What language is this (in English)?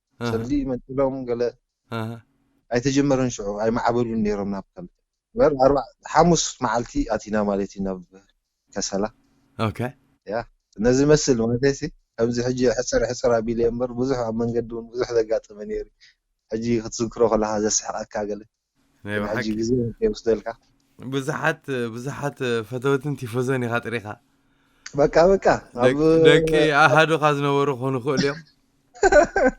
Tigrinya